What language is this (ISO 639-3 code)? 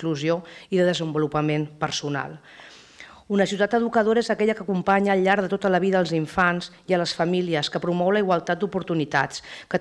cat